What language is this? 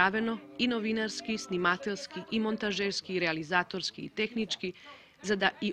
Macedonian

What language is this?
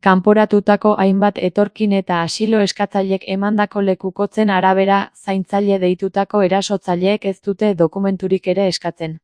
Basque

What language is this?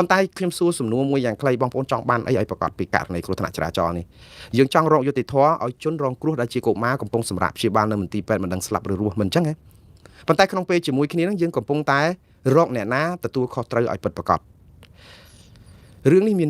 Khmer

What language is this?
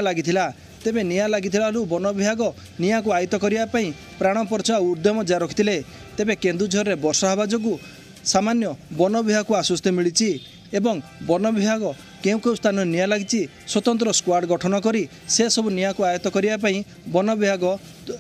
Odia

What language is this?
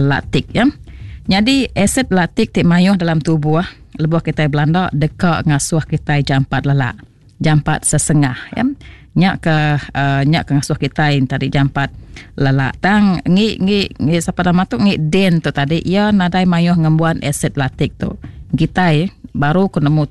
Iban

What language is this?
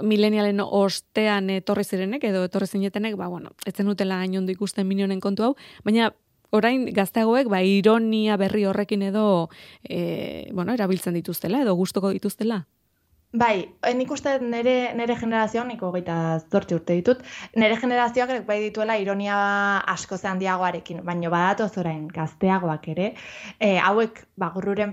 Basque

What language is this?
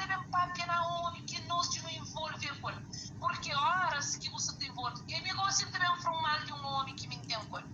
Kabuverdianu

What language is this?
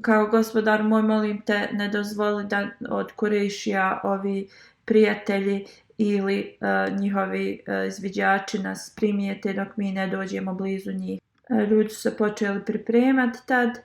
Bosnian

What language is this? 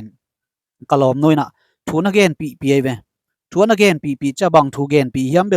Tedim Chin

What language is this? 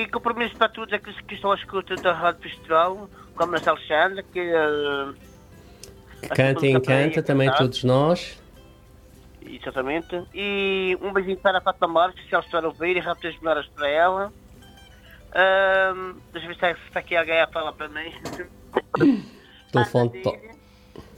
Portuguese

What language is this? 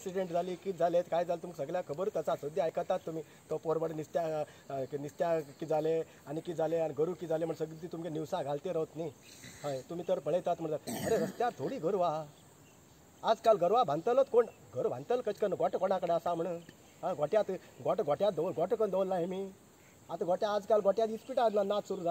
Konkani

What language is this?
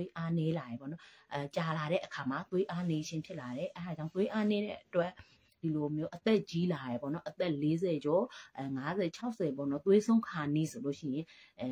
Burmese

